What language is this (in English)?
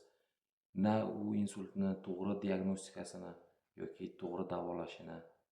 Uzbek